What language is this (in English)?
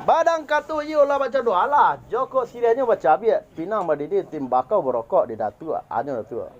Minangkabau